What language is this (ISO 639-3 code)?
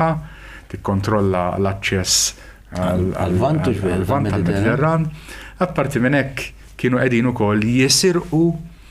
mlt